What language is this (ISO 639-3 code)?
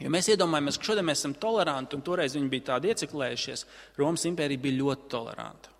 lav